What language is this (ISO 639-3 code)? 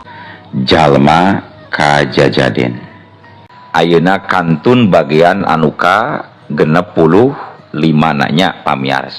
sun